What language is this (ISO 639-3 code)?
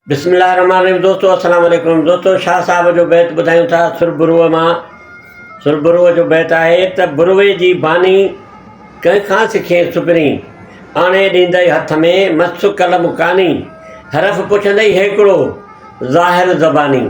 snd